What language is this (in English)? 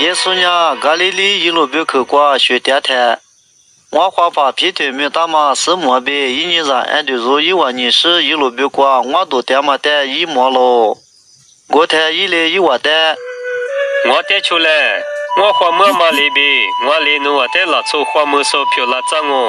Lisu